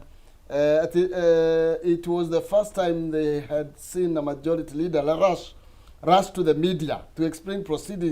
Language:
Kikuyu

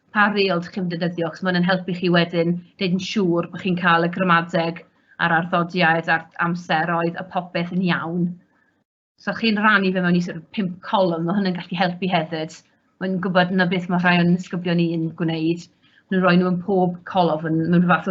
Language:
Welsh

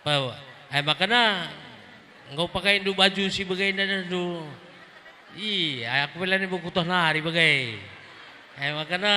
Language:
Batak Karo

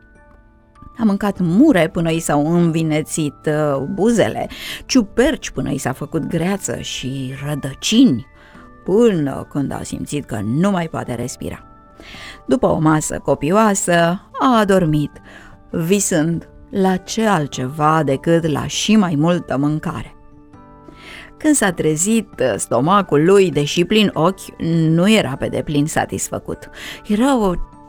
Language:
Romanian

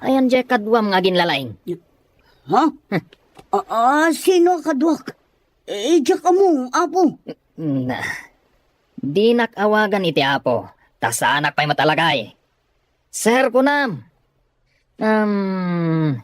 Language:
Iloko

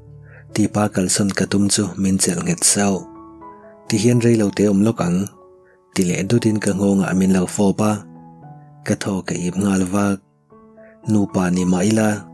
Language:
Mizo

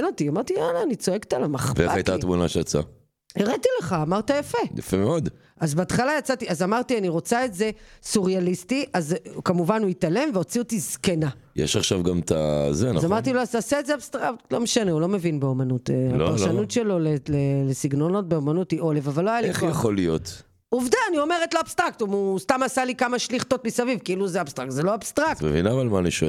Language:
Hebrew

